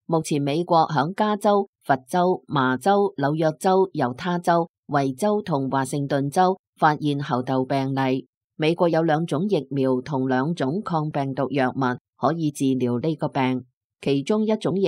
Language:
Cantonese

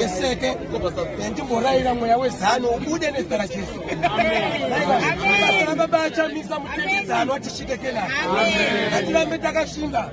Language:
Shona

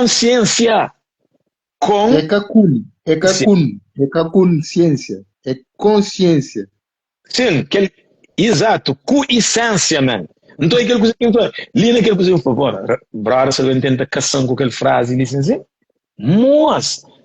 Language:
Kabuverdianu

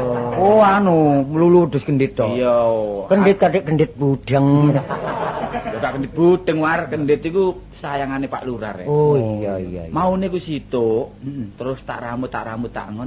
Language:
Javanese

